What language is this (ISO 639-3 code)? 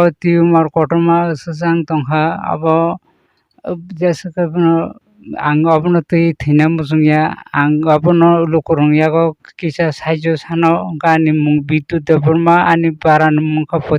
trp